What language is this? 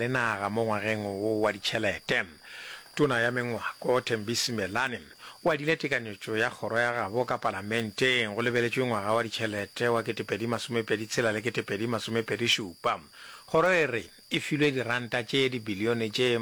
Northern Sotho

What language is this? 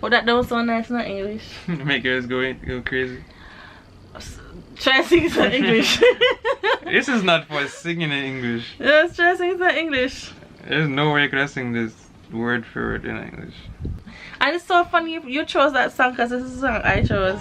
Jamaican Creole English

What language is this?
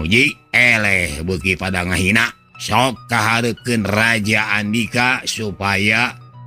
Sundanese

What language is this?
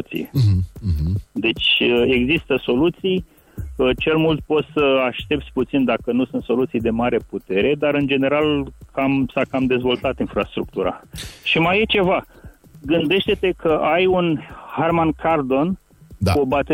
Romanian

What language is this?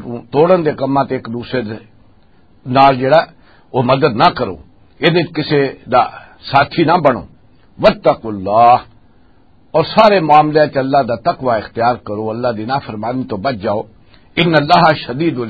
Western Panjabi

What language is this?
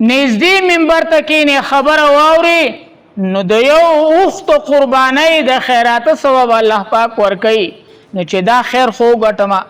Pashto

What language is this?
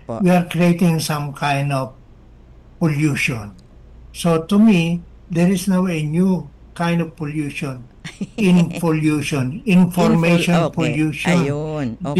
Filipino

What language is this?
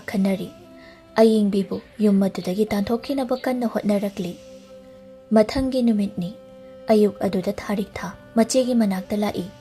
Manipuri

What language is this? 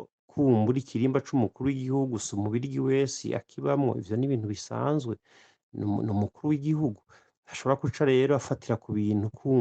Rundi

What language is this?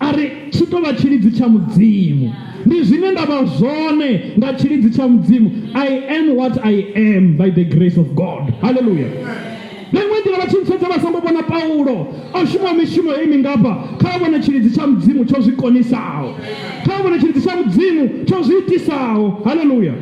Venda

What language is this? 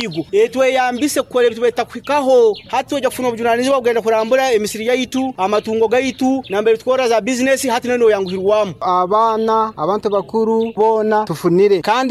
Nyoro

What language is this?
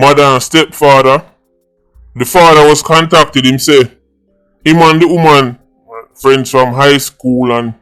Jamaican Creole English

